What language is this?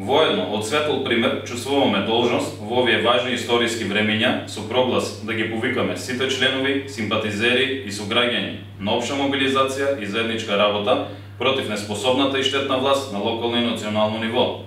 Macedonian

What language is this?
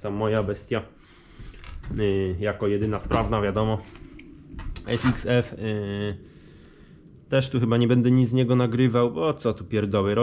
Polish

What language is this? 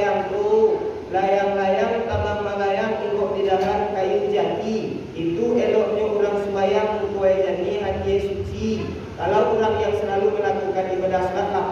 Minangkabau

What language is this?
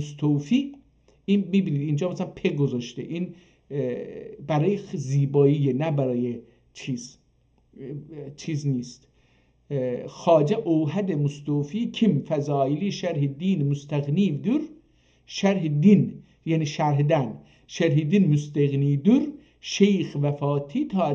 South Azerbaijani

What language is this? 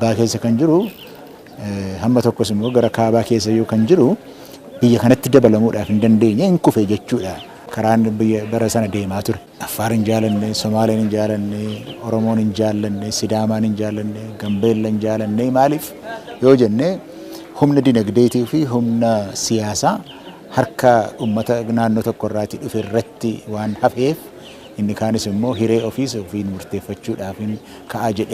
Oromo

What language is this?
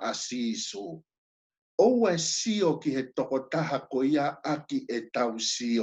Tongan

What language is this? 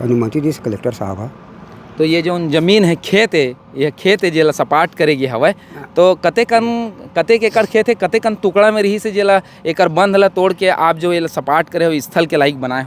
Chhattisgarhi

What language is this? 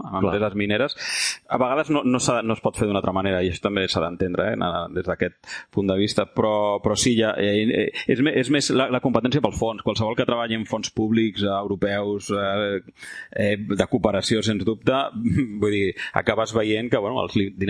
Catalan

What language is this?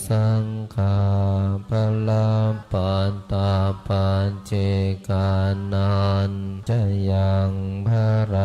Pali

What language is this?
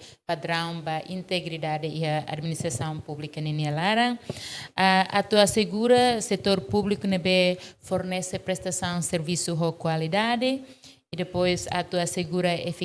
Tetum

